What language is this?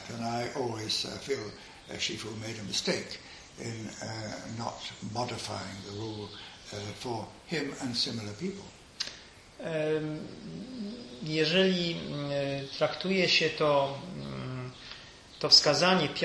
Polish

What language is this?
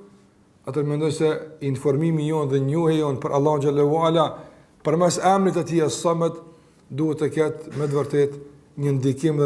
Albanian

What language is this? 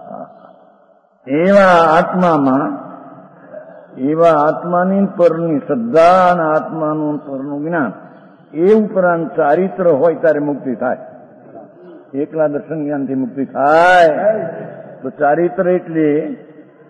Gujarati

